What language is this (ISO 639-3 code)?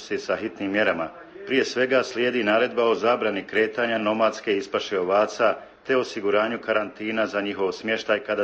hrv